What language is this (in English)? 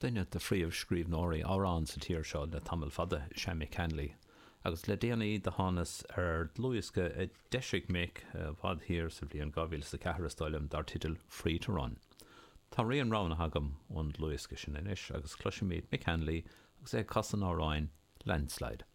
Irish